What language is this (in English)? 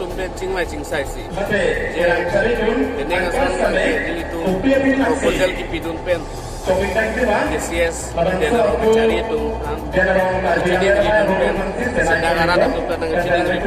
Karbi